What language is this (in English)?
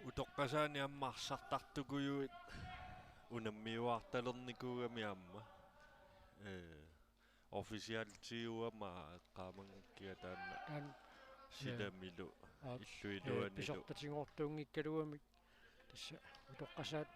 Kalaallisut